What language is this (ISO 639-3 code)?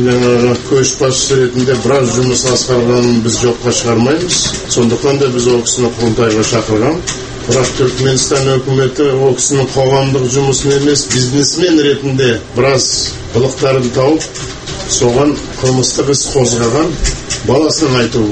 kaz